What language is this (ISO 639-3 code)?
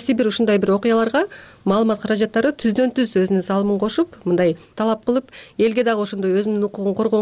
kir